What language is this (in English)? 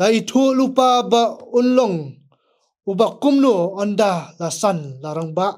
Khasi